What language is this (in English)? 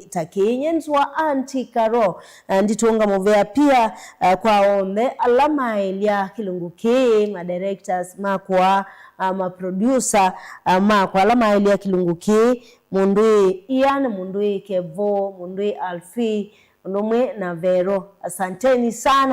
Kamba